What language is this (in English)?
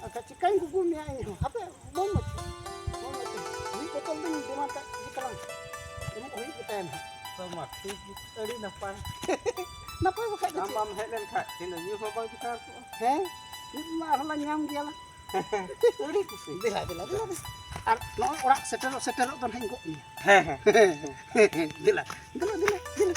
Santali